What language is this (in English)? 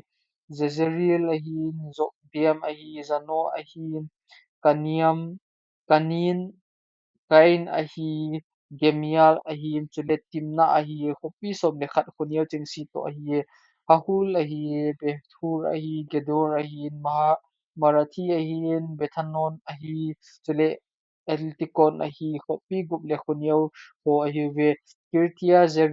Thado Chin